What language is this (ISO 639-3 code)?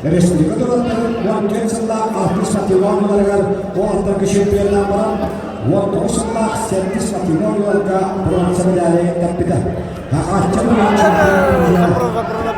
sah